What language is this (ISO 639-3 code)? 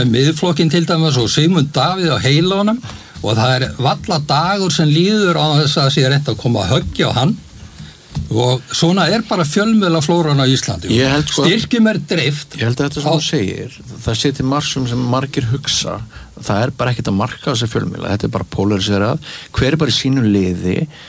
isl